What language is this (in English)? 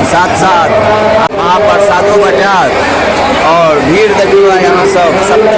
Maithili